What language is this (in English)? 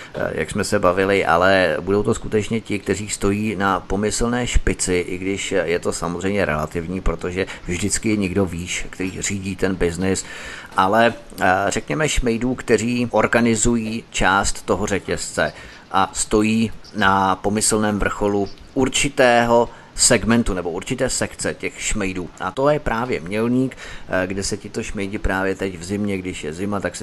Czech